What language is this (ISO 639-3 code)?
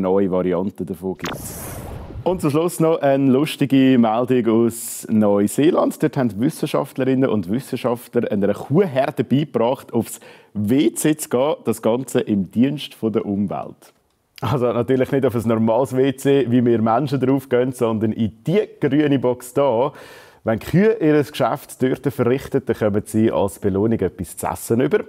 gsw